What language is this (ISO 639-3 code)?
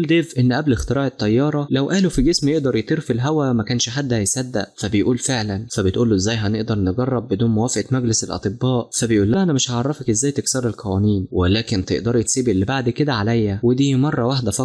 arz